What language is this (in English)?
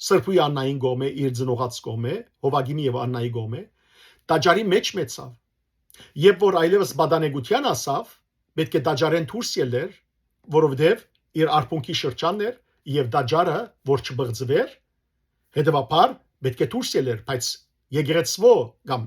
Western Armenian